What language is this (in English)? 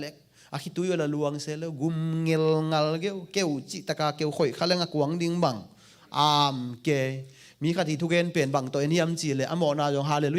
Tedim Chin